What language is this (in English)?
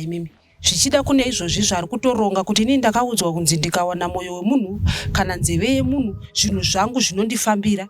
Shona